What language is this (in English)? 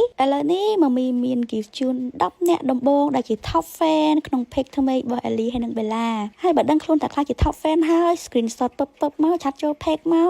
Khmer